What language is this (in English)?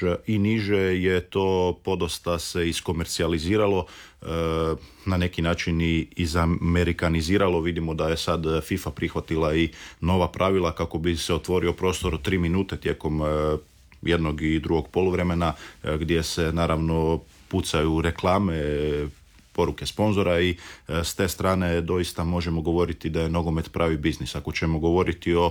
Croatian